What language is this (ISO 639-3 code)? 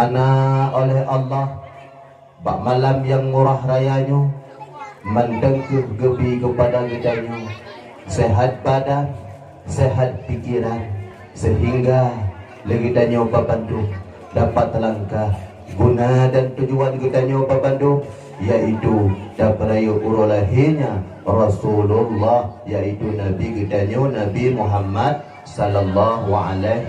ace